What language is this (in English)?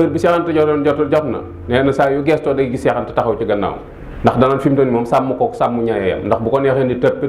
Wolof